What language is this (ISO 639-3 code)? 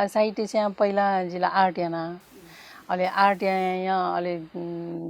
new